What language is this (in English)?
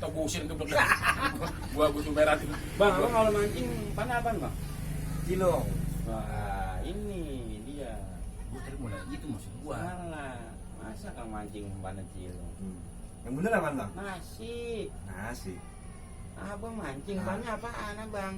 Betawi